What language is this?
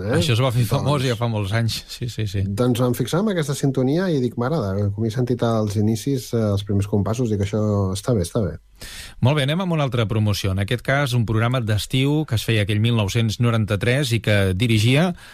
Catalan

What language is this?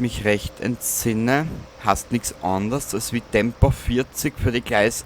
Bavarian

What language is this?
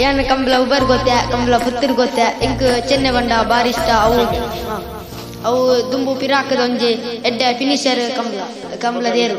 Tulu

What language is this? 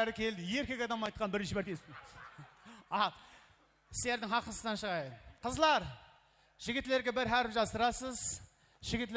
Kara-Kalpak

